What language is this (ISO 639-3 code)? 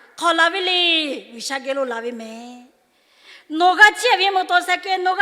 lhu